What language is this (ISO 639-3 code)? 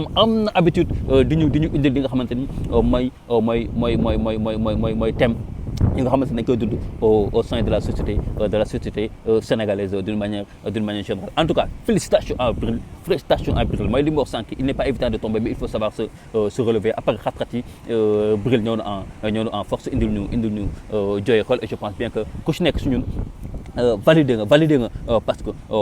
wol